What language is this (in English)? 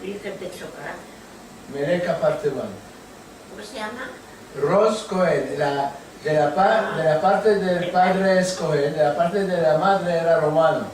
Ladino